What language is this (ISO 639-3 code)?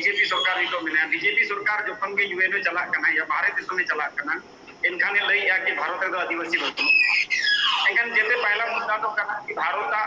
sat